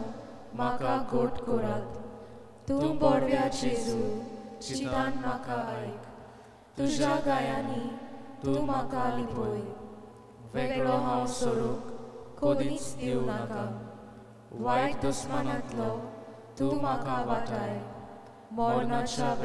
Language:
Konkani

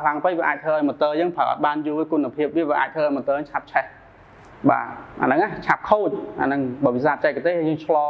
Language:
Khmer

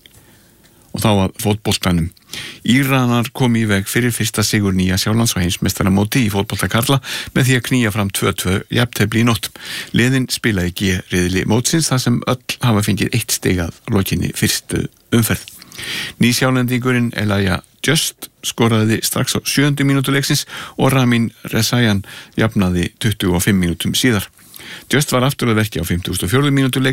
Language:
Icelandic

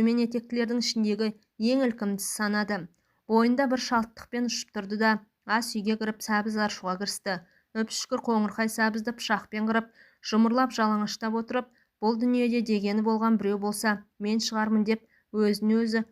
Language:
Kazakh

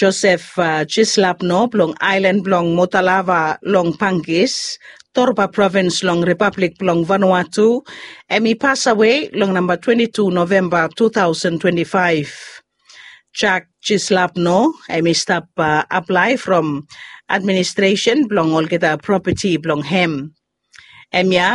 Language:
Bislama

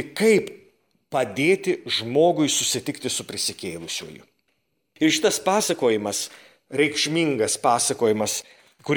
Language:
Lithuanian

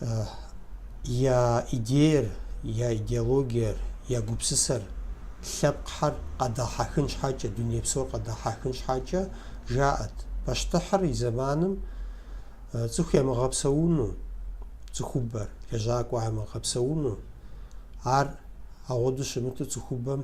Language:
Kabardian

